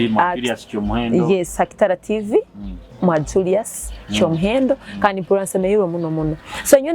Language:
Nyoro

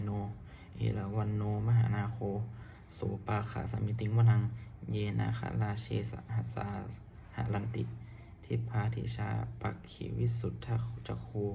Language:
Pali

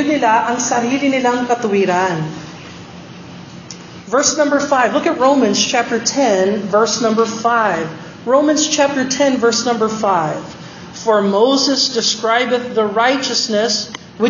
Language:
Filipino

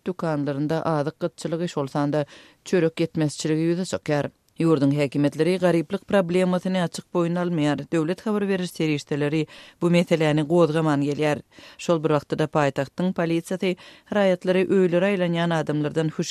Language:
Turkmen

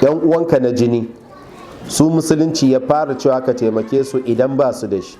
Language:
Hausa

